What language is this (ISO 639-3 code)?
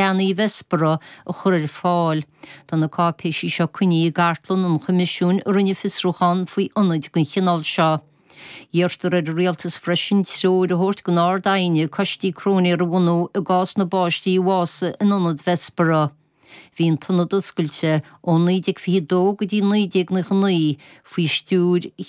gle